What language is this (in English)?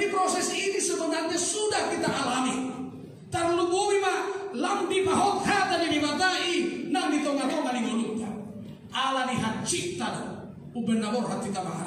Batak Toba